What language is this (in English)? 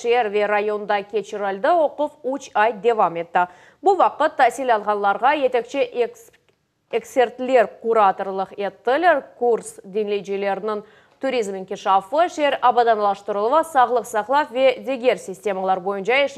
Crimean Tatar